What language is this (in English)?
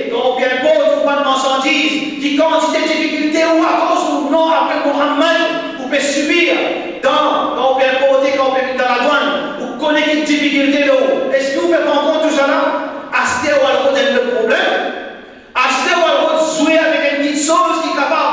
Morisyen